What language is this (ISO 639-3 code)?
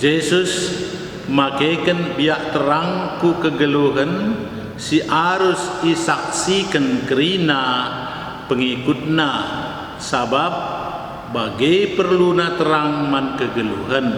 btx